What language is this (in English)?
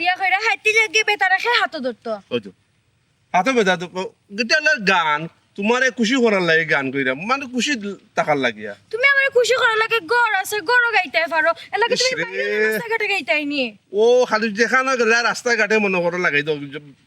Sylheti